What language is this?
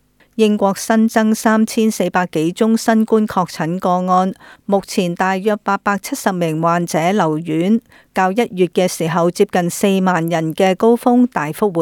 Cantonese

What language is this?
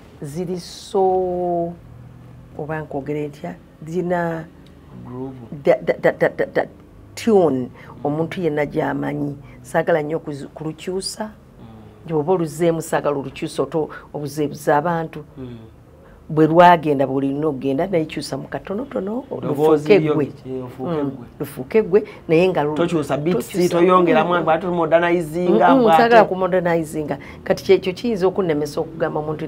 Ganda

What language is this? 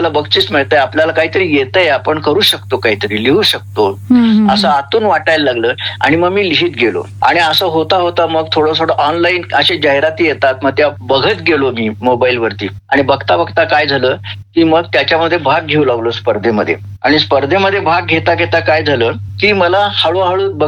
Marathi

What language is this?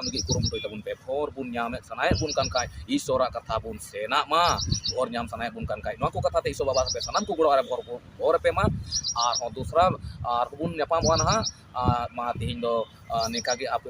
Santali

